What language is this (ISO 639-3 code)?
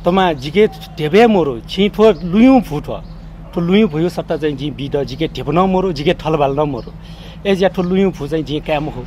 new